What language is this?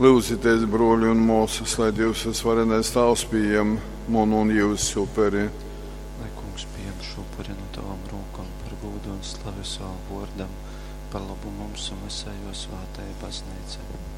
Latgalian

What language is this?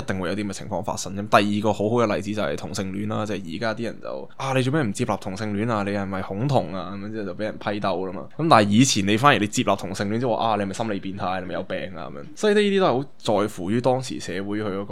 Cantonese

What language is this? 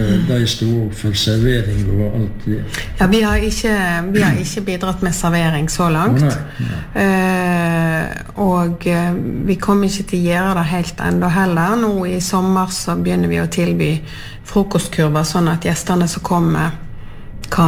Norwegian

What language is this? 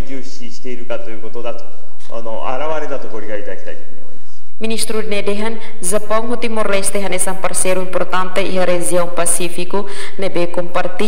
Tetum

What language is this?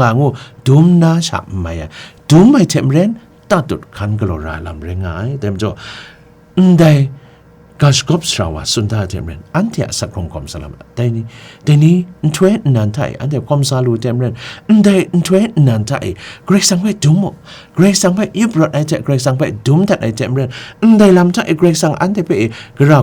Kachin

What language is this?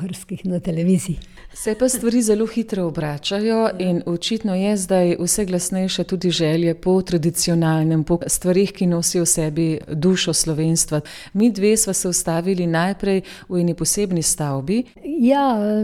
Slovenian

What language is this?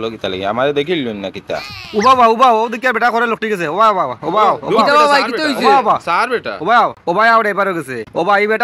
Sylheti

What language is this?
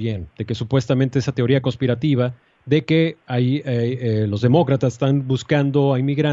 Spanish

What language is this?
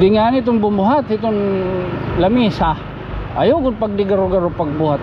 Waray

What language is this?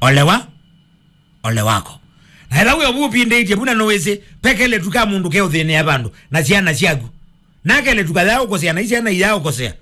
Kamba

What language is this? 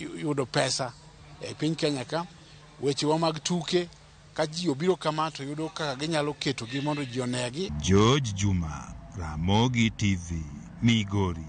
Luo (Kenya and Tanzania)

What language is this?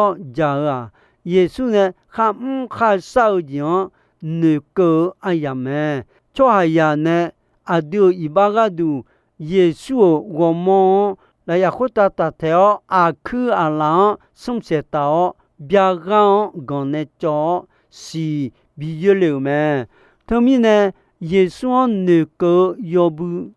Akha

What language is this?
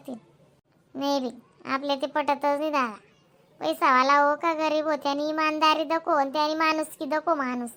Khandesi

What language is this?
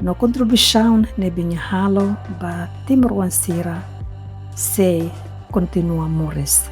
Tetum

